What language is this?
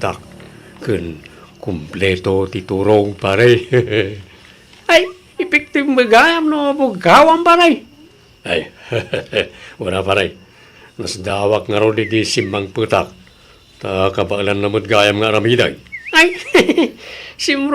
Iloko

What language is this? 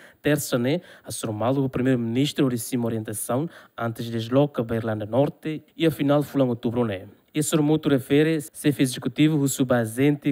Tetum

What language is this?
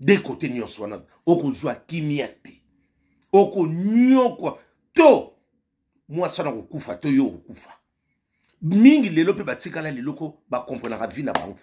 Lingala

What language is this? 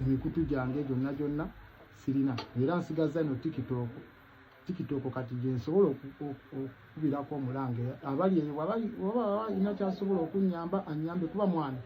Ganda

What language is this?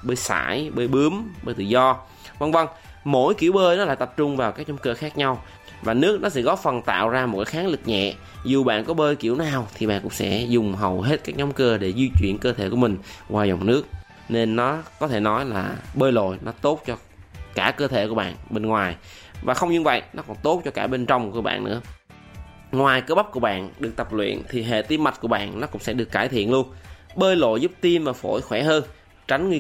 Vietnamese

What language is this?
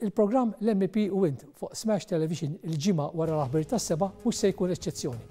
Maltese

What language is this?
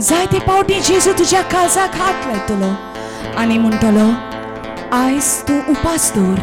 Konkani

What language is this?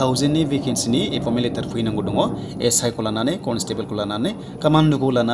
Bodo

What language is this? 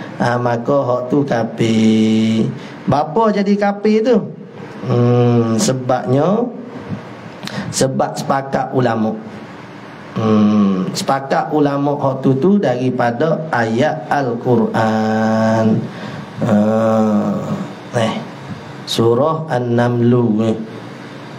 Malay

